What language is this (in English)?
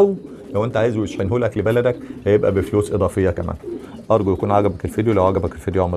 Egyptian Arabic